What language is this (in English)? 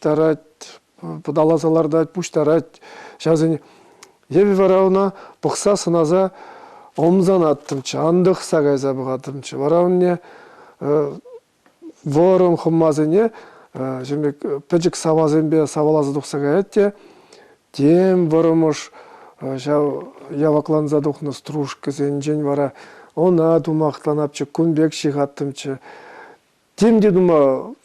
Chuvash